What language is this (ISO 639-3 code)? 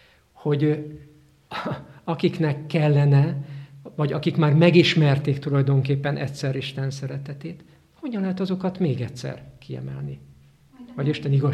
hun